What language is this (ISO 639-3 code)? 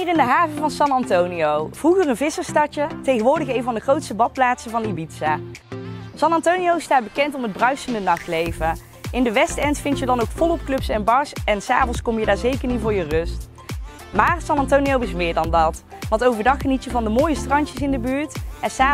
nld